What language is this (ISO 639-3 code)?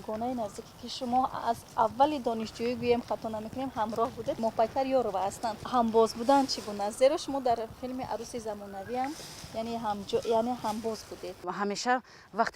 tgk